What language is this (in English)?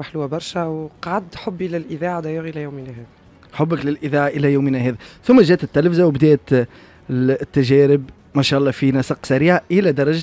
Tunisian Arabic